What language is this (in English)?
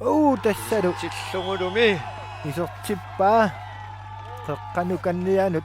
Kalaallisut